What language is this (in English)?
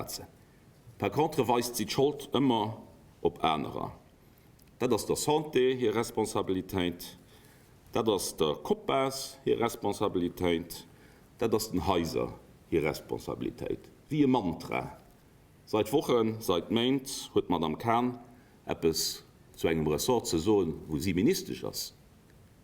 Luxembourgish